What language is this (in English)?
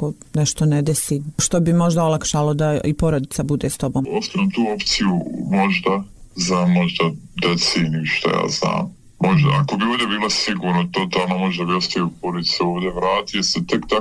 Bosnian